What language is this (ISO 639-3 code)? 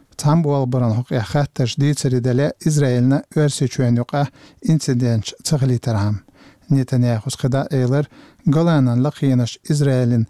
che